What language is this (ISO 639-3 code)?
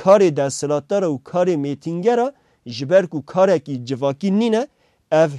kur